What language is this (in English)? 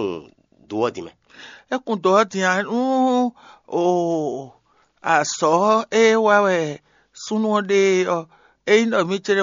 Fon